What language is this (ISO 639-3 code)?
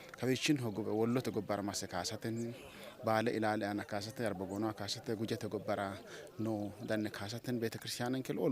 sid